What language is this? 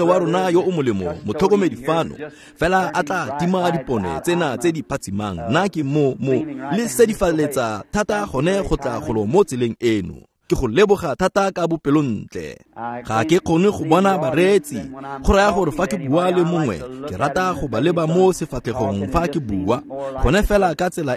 Tswana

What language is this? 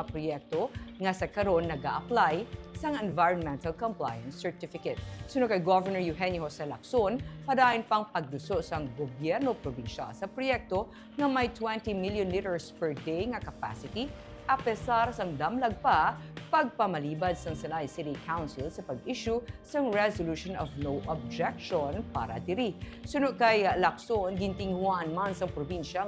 Hiligaynon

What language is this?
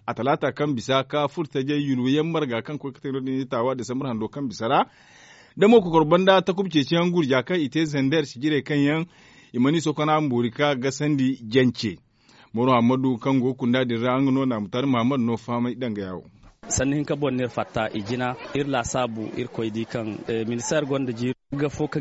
Zarma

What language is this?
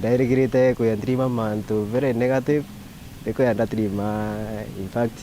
Meru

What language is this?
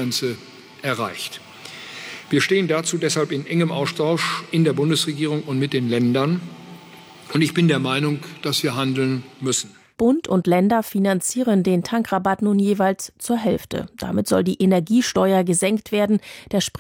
German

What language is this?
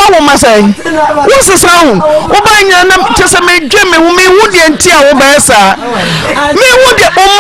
Akan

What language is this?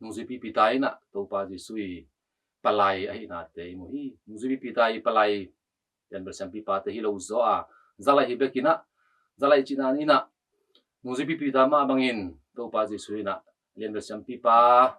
Tedim Chin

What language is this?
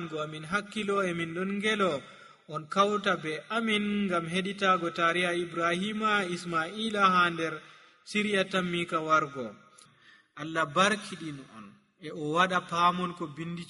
Nigerian Fulfulde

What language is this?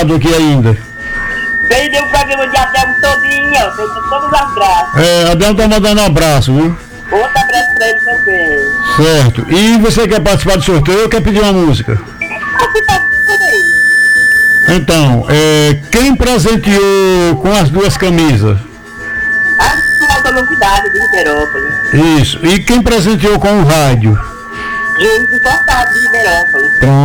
Portuguese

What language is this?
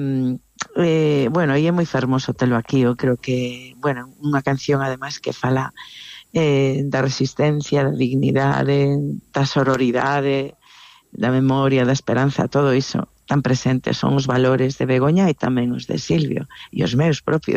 Galician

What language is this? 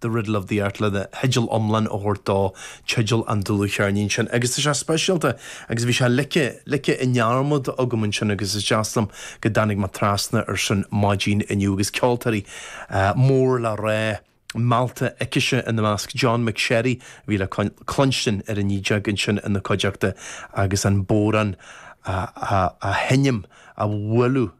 Irish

